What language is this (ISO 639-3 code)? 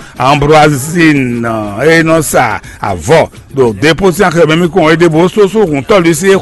fon